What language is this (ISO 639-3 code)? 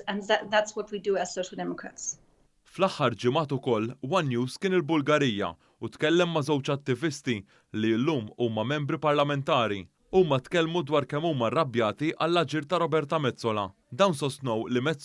mlt